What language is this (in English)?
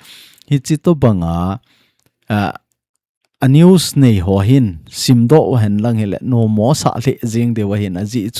Thado Chin